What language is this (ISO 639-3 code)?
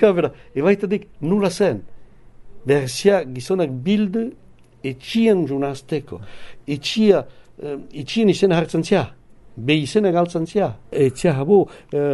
eus